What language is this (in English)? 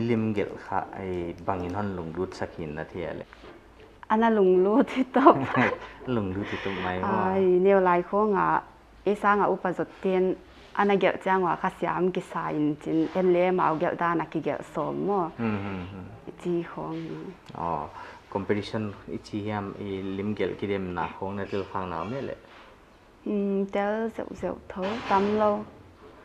Paite Chin